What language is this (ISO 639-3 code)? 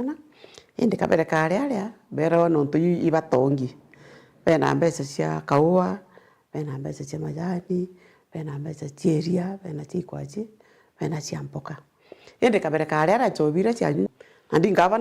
mer